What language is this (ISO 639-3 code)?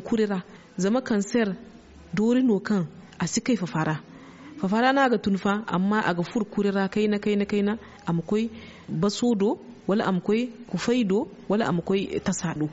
dje